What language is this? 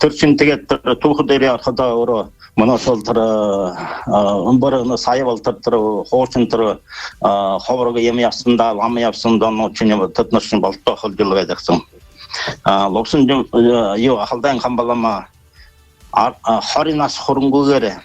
Buriat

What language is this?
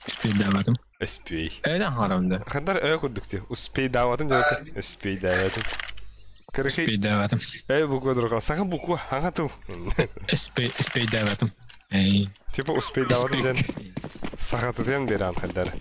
Yakut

